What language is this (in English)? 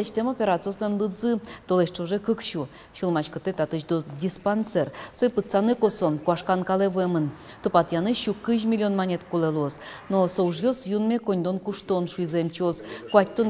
Udmurt